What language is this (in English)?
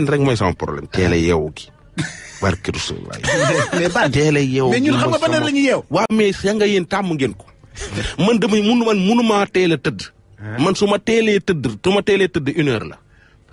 Wolof